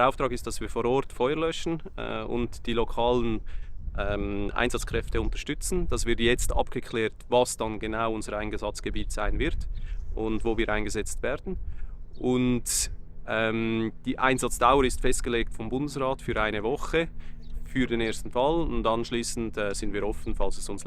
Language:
Swiss German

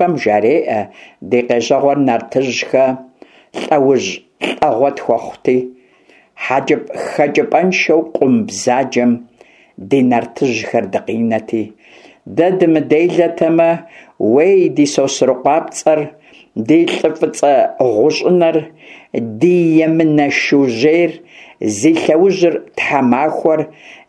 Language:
Kabardian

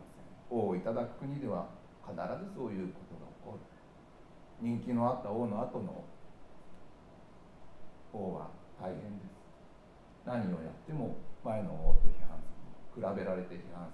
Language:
Japanese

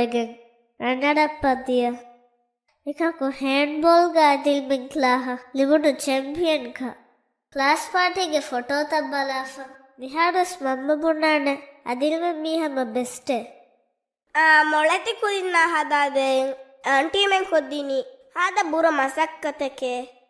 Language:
Divehi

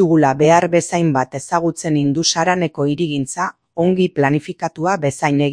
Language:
Basque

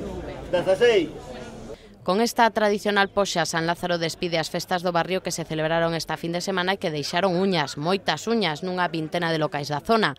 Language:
Galician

